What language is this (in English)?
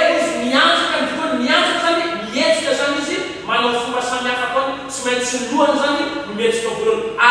Malagasy